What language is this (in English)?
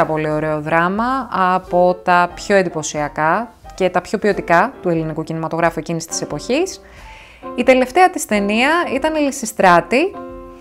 Greek